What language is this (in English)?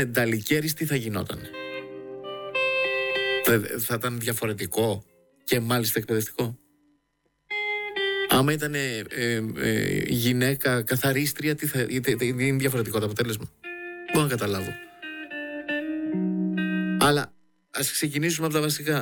Greek